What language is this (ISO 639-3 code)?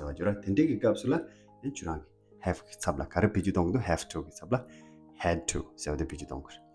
bod